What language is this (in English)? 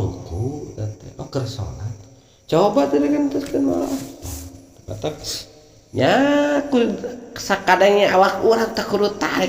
Sundanese